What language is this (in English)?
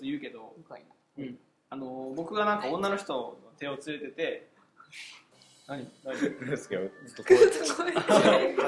Japanese